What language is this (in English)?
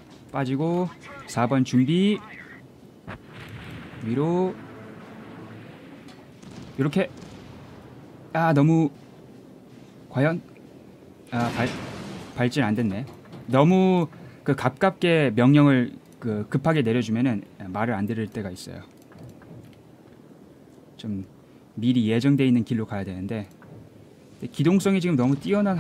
Korean